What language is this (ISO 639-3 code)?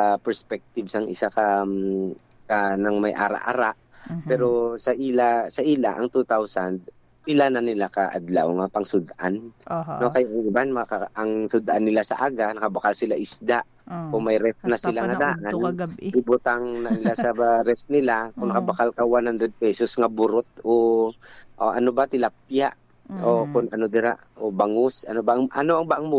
hil